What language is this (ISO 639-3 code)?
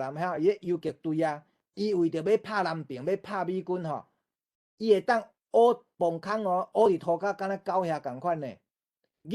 nan